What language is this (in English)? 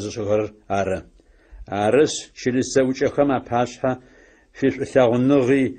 Adyghe